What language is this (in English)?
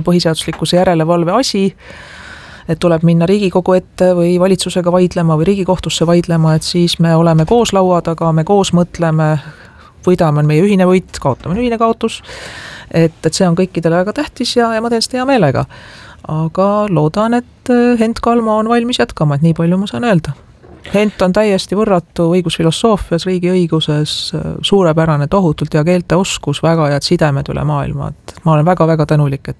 Estonian